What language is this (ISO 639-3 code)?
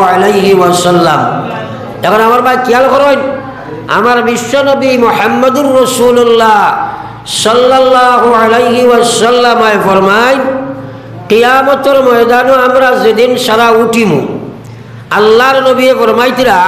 syl